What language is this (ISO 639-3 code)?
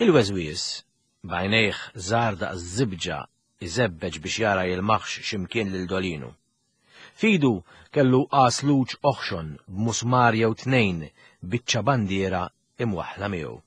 mlt